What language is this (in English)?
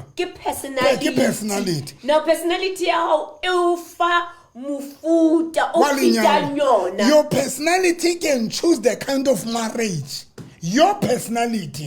Southern Sotho